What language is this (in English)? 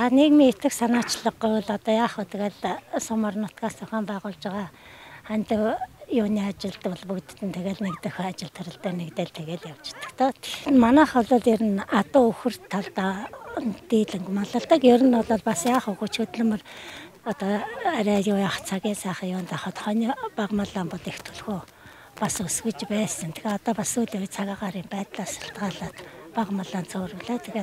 Mongolian